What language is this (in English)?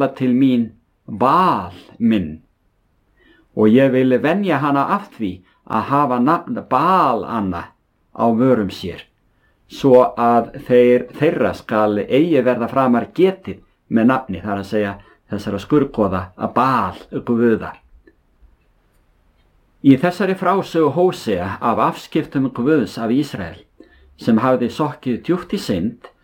Icelandic